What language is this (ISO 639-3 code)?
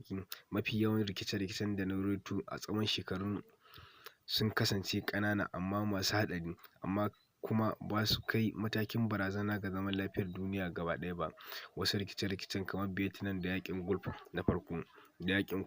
hau